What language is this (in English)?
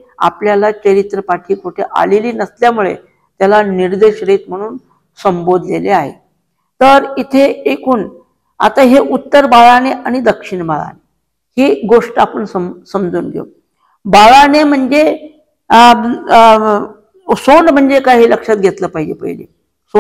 Marathi